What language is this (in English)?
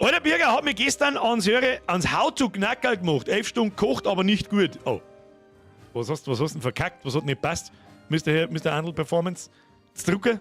Bavarian